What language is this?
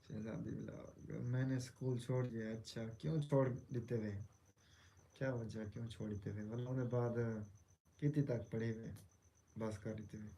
Saraiki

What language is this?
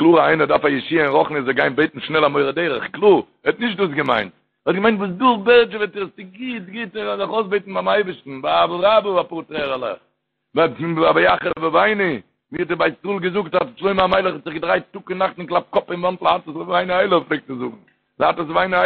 Yiddish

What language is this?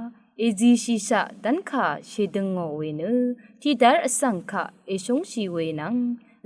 Rawang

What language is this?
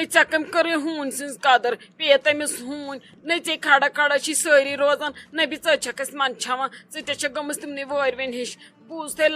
Kashmiri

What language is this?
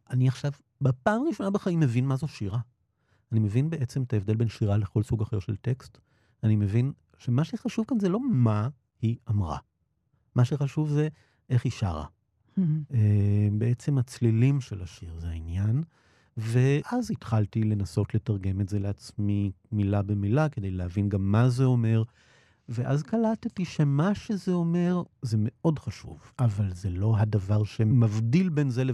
Hebrew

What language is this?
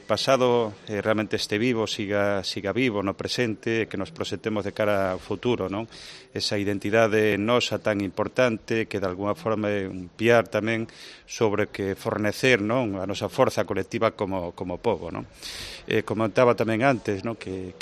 Galician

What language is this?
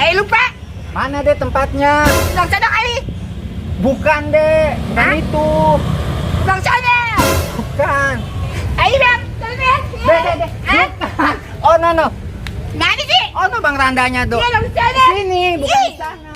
Betawi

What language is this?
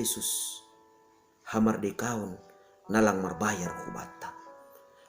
Batak Simalungun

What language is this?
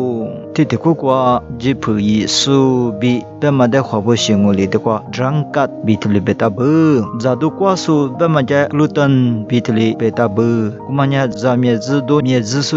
Lisu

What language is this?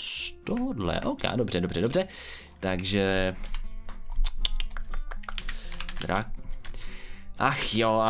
Czech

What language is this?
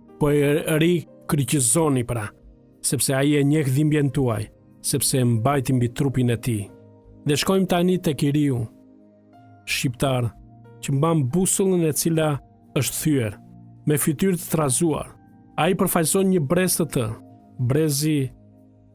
Albanian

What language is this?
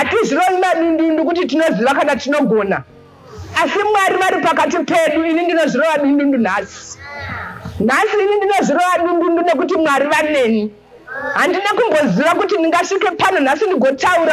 Shona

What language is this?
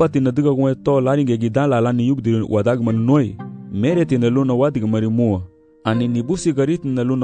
Garifuna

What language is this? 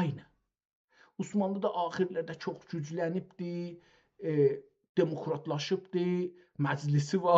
South Azerbaijani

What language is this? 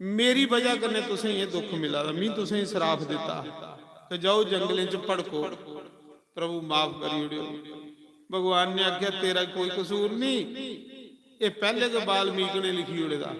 Dogri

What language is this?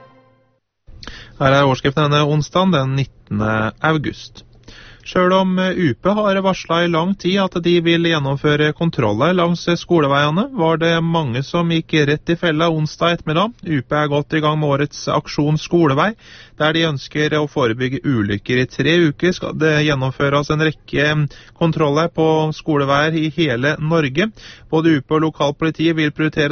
Norwegian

